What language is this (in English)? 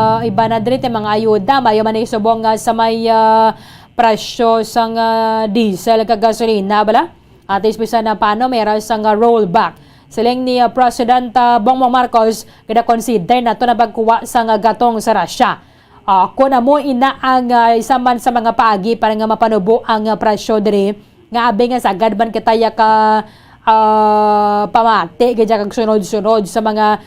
Hiligaynon